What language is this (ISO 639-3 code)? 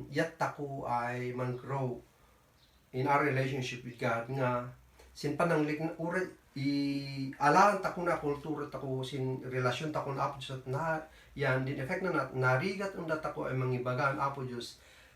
kne